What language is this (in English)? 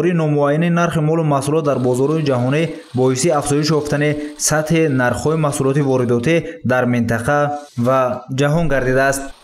Tajik